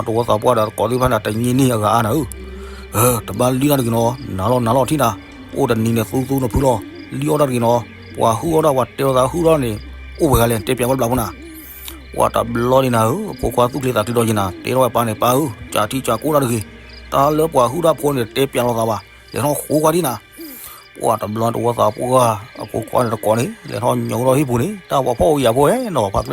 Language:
S'gaw Karen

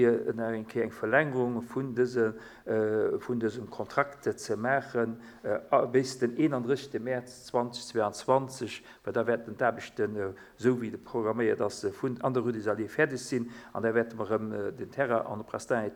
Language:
Luxembourgish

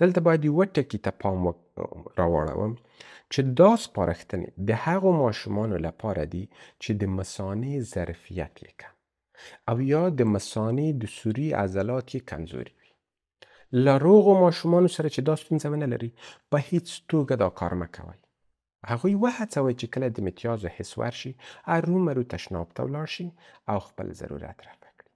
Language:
Pashto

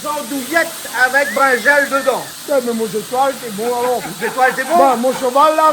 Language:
Réunion Creole French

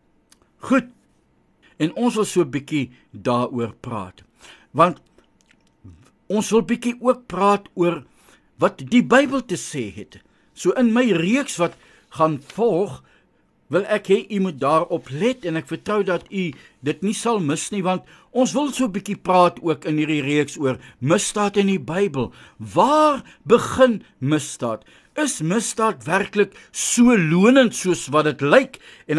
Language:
Afrikaans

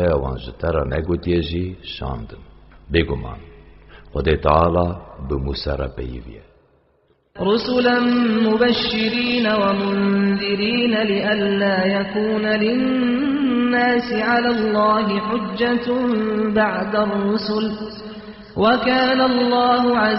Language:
Kurdish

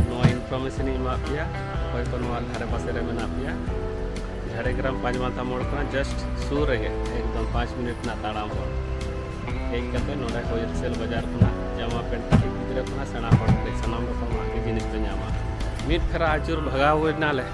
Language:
Santali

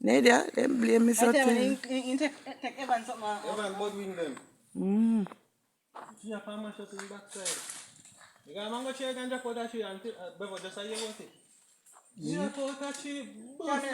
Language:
Jamaican Creole English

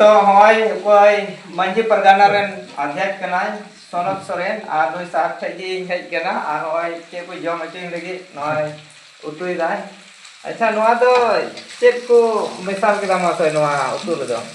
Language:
Santali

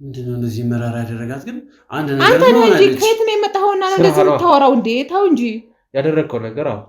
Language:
Amharic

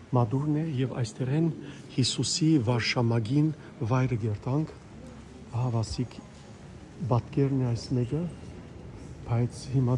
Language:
Western Armenian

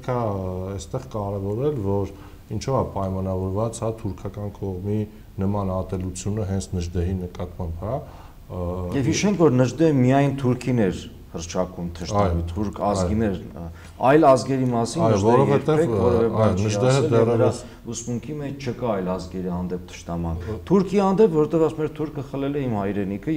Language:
Armenian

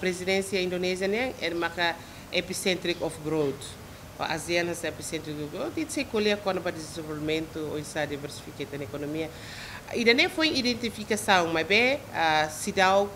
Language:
Tetum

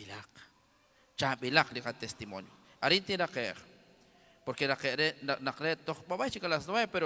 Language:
Kekchí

